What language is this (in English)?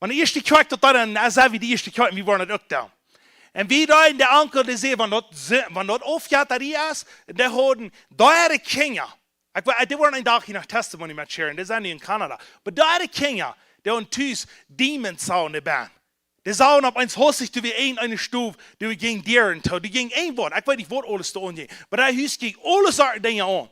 Plautdietsch